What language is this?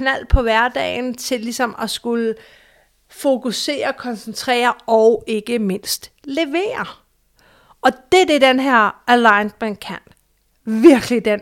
Danish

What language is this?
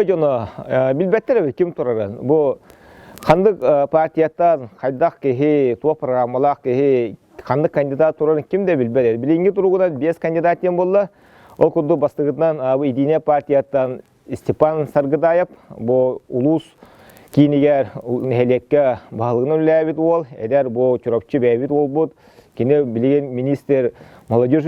Yakut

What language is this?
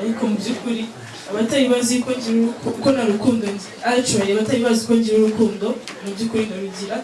Kinyarwanda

